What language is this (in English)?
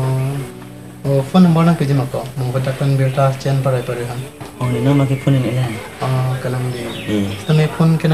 Karbi